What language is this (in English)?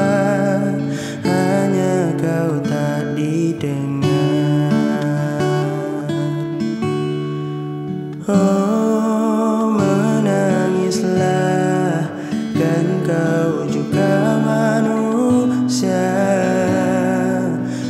Indonesian